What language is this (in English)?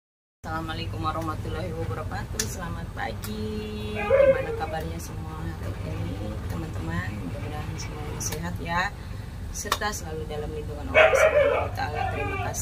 Indonesian